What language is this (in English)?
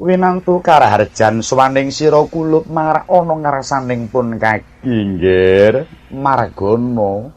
Javanese